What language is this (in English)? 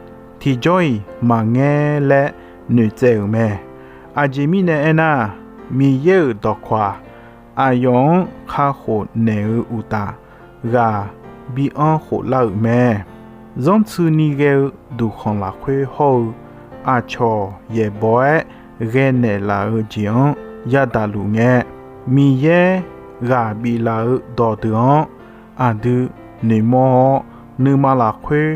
Akha